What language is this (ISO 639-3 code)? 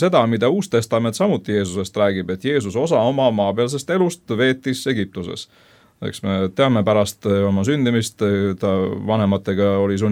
est